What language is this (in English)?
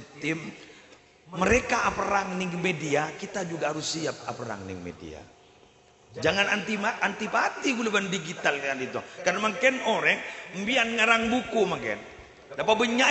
Madurese